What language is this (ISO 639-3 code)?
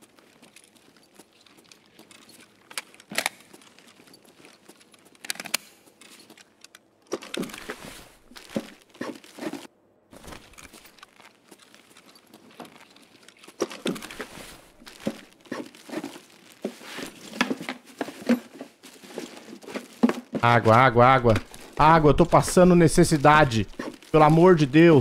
por